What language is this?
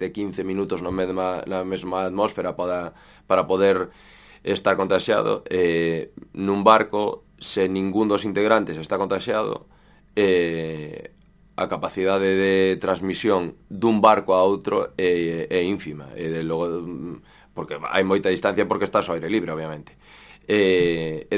Galician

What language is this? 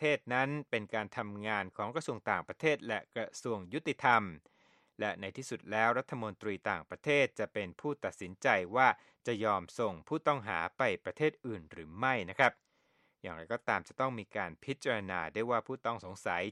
Thai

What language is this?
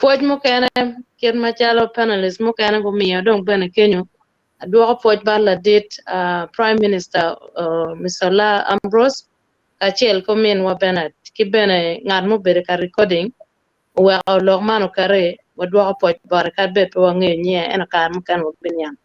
Acoli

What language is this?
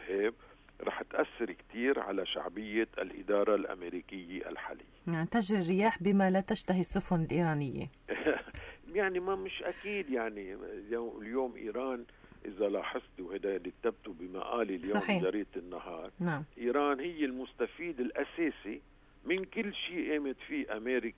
North Levantine Arabic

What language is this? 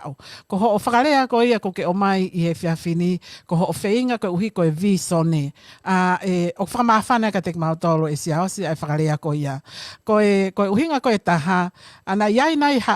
Tongan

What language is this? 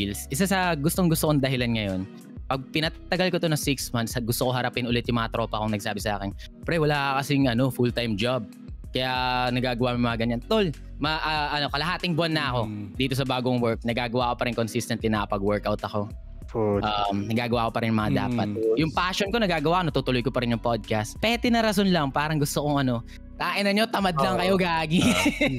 Filipino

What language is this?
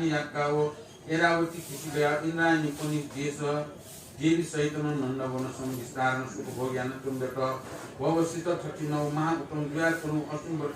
Newari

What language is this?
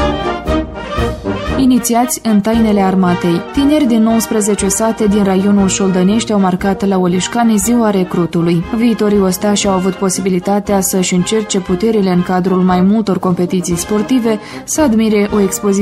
Romanian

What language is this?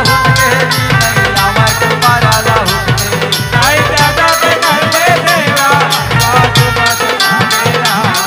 Chhattisgarhi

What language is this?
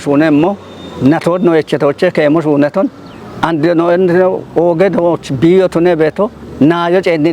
Kafa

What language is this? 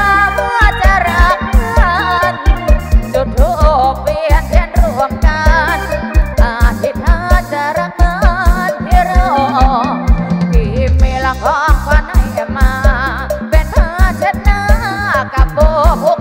Thai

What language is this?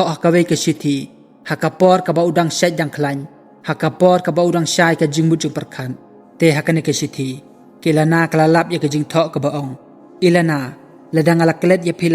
Khasi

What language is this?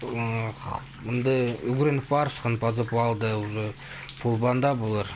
Khakas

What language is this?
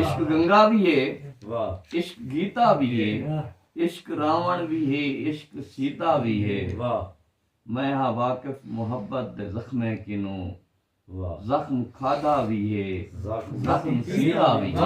Saraiki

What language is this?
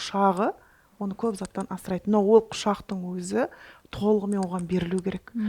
Kara-Kalpak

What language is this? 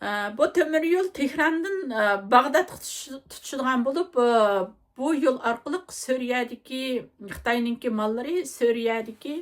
Uyghur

